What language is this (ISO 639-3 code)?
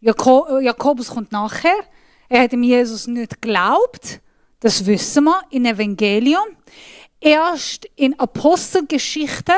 gsw